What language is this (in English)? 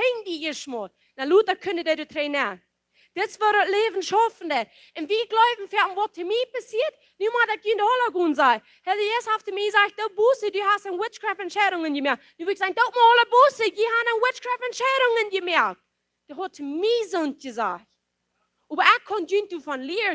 Plautdietsch